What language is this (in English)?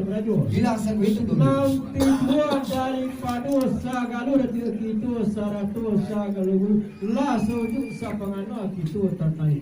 Minangkabau